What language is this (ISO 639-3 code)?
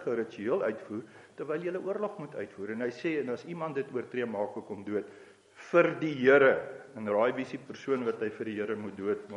afr